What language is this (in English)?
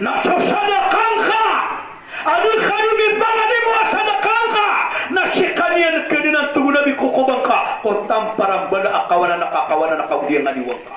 Maranao